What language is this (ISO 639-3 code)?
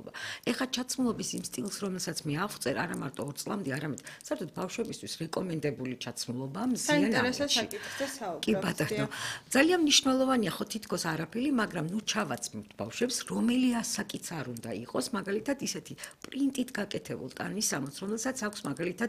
kat